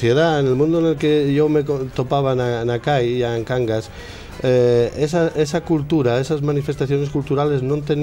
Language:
Asturian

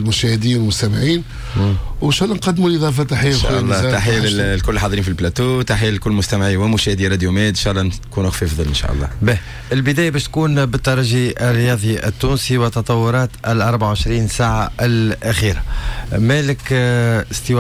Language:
Tunisian Arabic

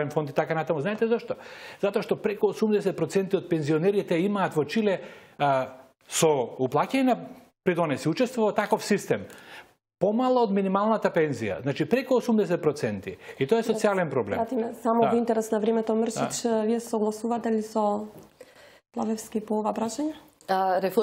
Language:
Macedonian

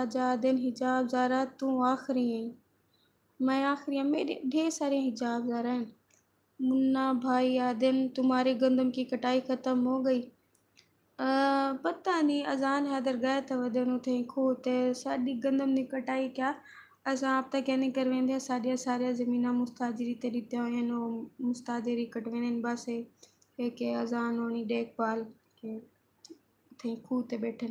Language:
Saraiki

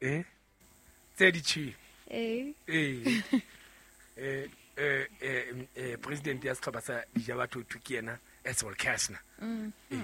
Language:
Southern Sotho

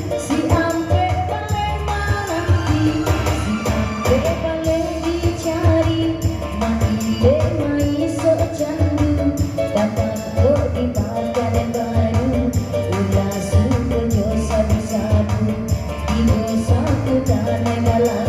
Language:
Minangkabau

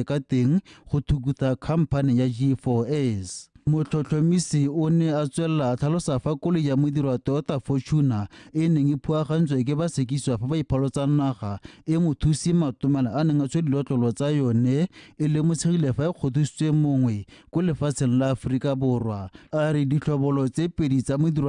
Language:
Tswana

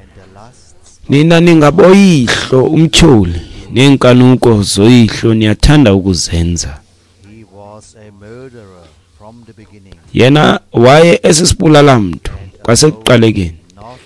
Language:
Xhosa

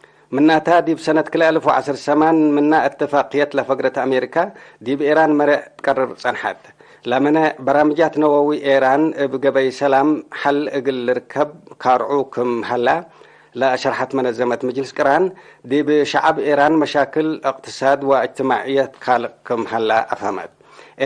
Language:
Tigre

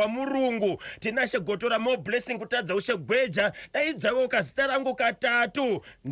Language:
Shona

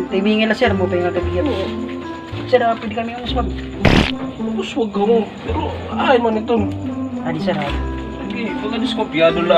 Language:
Waray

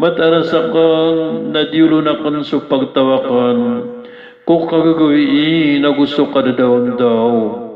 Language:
Maranao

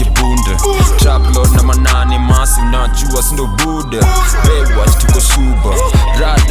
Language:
Swahili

